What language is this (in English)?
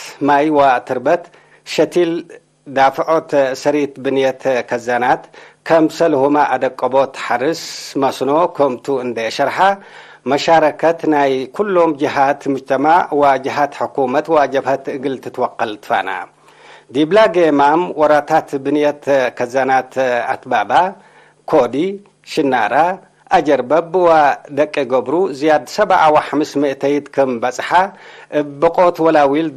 Tigre